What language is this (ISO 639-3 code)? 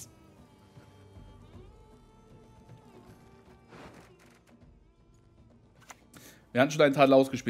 deu